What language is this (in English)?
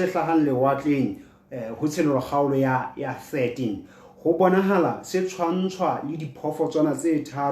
Southern Sotho